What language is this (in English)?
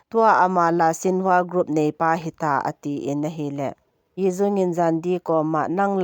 Thado Chin